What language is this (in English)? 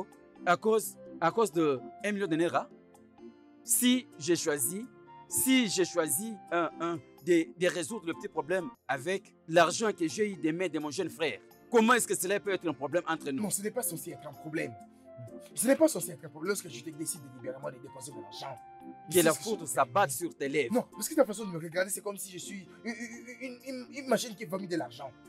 French